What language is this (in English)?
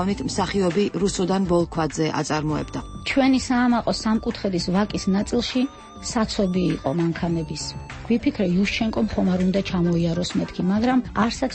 Georgian